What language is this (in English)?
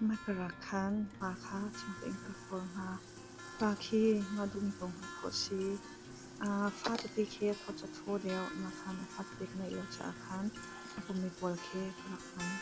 Hakha Chin